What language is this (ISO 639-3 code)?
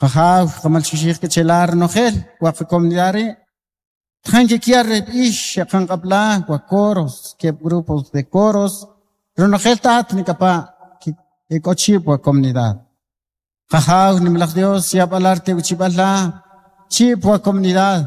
quc